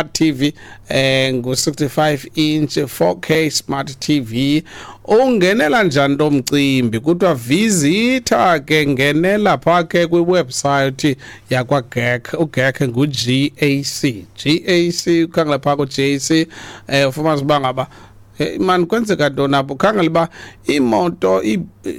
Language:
Xhosa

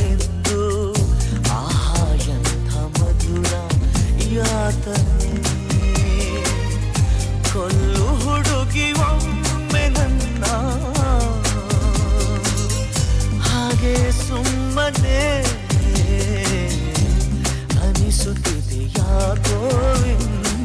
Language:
Kannada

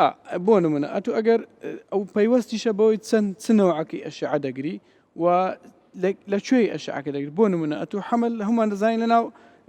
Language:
Central Kurdish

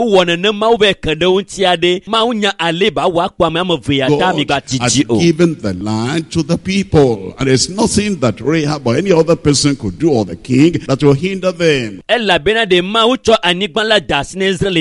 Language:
Ewe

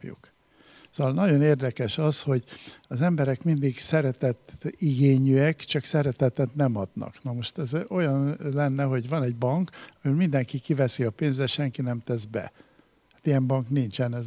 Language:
Hungarian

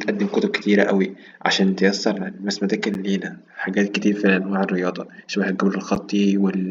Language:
Egyptian Arabic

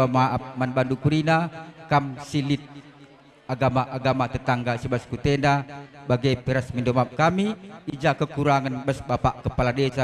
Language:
Batak Karo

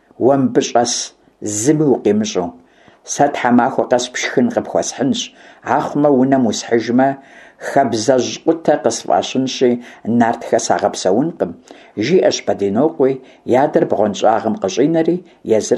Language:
Kabardian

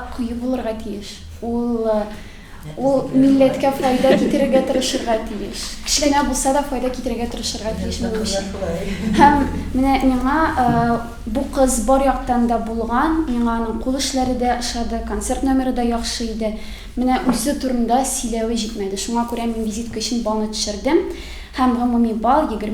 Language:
Tatar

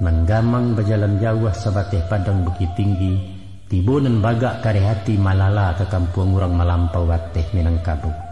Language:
Minangkabau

